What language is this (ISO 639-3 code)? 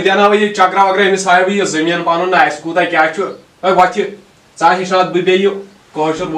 kas